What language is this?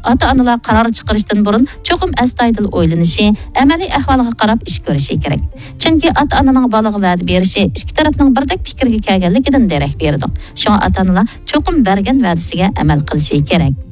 Uyghur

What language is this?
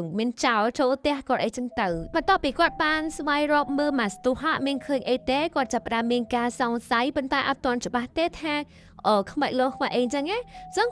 Khmer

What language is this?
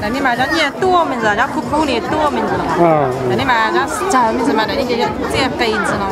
Hmong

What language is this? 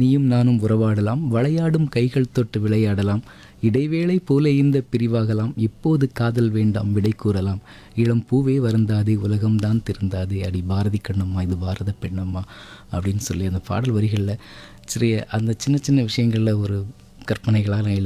Tamil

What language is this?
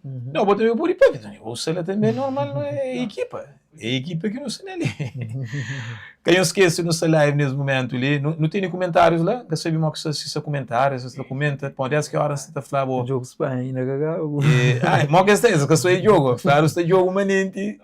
Kabuverdianu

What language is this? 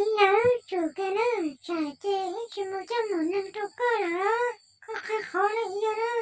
Hmong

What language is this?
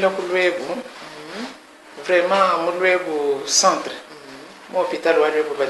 Luba-Lulua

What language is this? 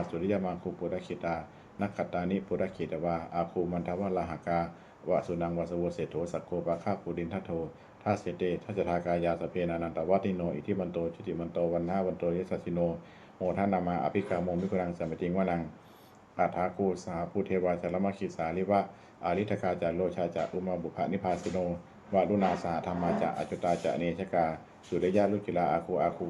Pali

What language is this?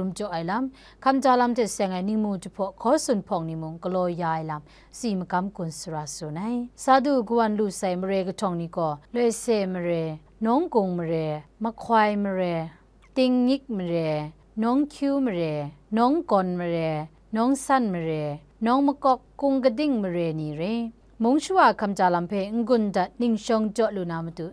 Kachin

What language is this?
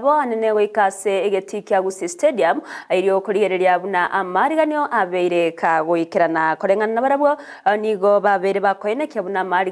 Gusii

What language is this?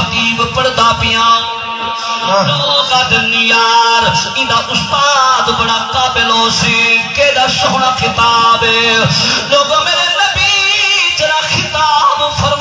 Saraiki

